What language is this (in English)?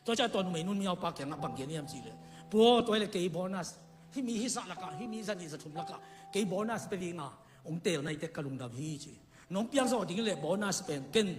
Tedim Chin